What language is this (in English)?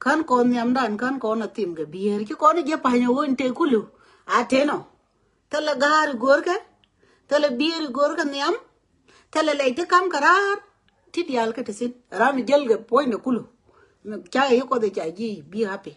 Nuer